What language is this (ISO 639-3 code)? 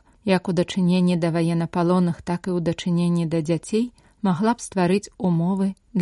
bel